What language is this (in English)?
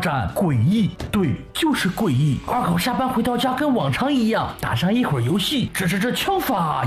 Chinese